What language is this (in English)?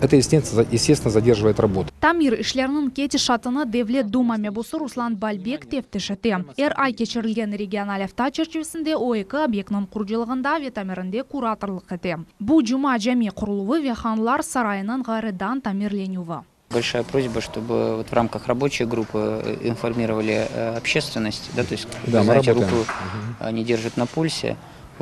Crimean Tatar